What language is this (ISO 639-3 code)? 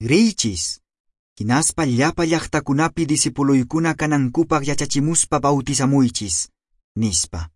que